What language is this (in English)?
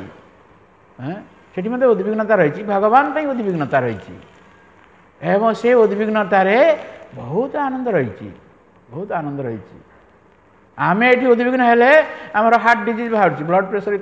Odia